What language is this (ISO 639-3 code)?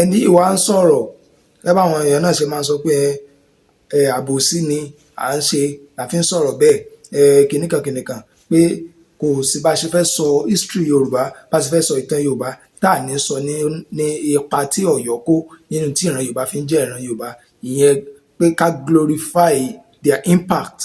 yor